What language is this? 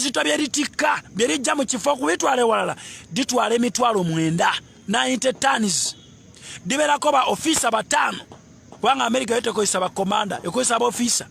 Ganda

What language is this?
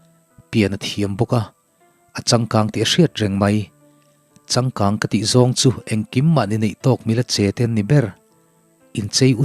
Mizo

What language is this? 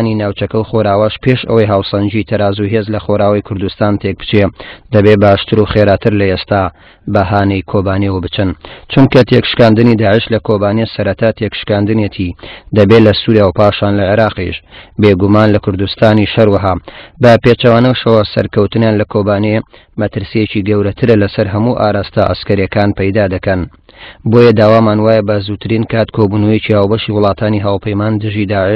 Central Kurdish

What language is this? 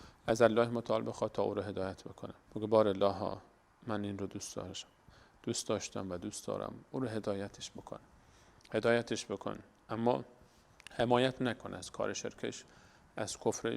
Persian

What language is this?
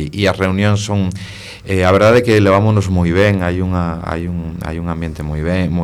Galician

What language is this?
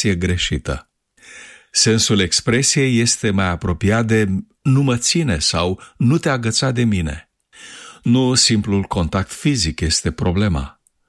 Romanian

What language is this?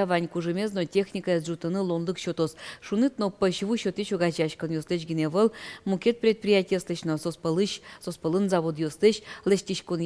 Udmurt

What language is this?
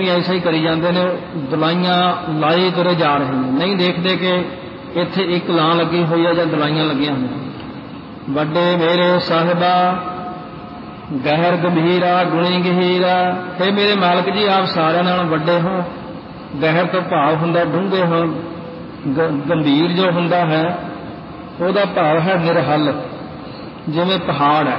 Punjabi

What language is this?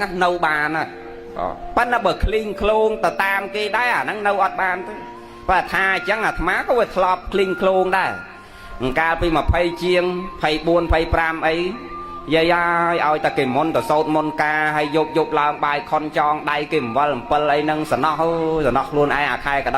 Khmer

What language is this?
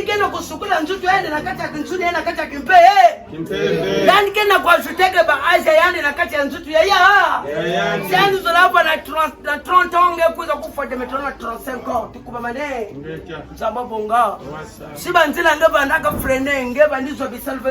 Kituba (Democratic Republic of Congo)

